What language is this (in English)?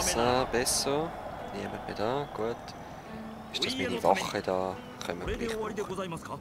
Swiss German